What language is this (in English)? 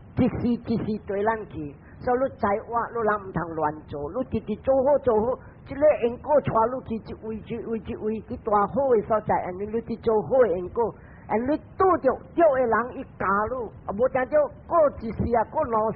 Min Nan Chinese